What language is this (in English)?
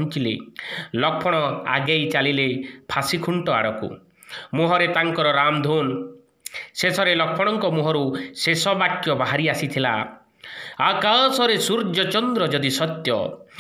Odia